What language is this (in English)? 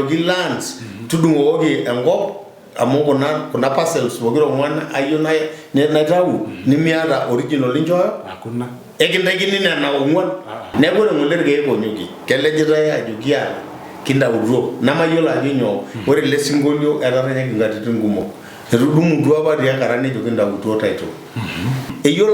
Masai